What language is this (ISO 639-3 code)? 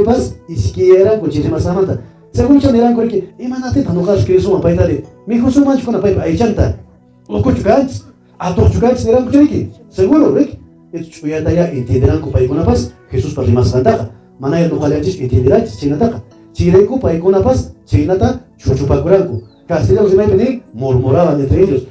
que